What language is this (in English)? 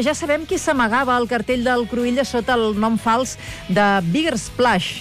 Catalan